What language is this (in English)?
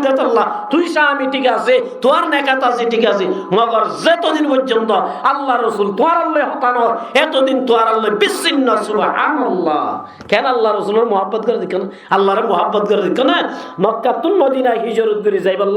Rohingya